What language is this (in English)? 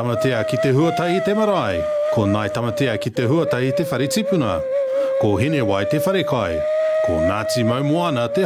Māori